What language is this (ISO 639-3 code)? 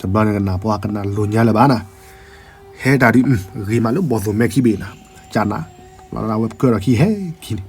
ksw